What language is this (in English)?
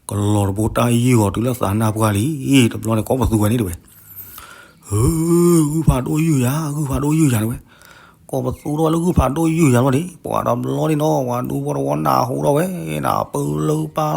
S'gaw Karen